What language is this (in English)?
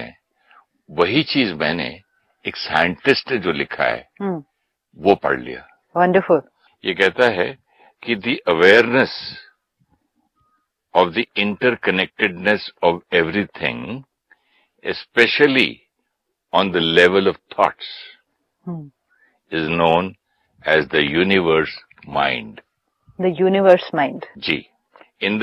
Hindi